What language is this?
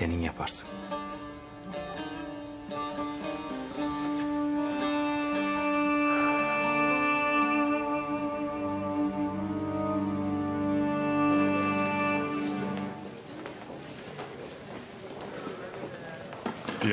Turkish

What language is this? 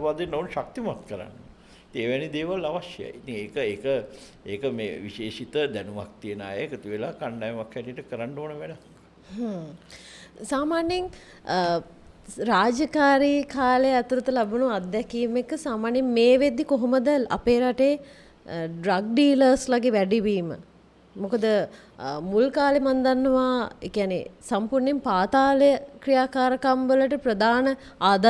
Sinhala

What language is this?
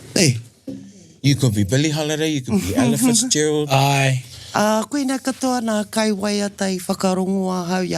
Māori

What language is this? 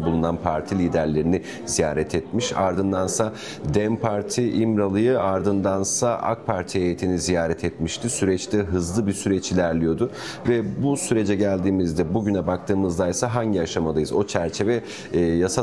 Turkish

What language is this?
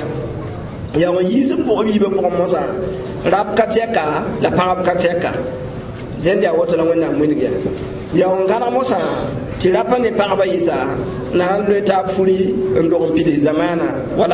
Mossi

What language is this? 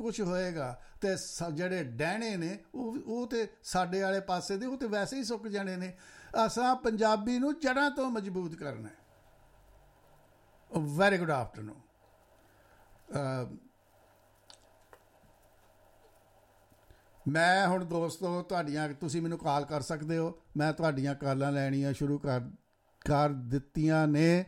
Punjabi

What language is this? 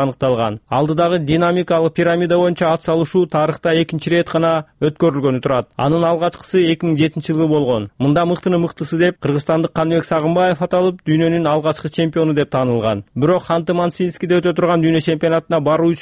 Kyrgyz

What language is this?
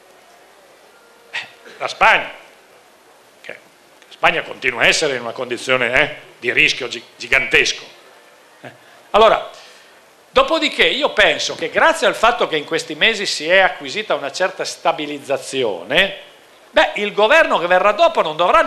Italian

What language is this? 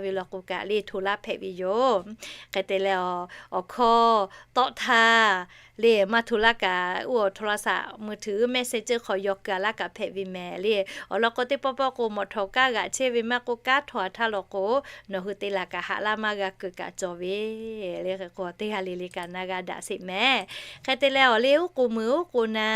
Lahu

